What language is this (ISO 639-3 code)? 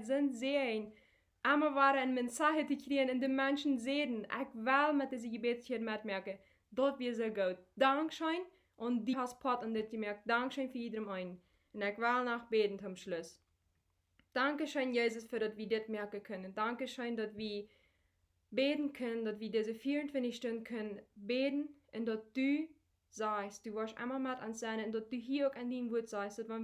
pdt